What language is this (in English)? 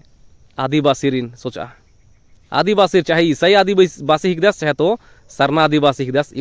Kurukh